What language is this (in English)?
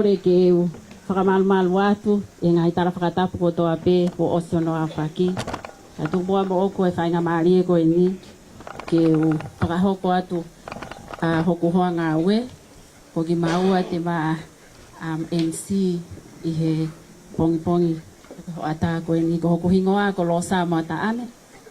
Tongan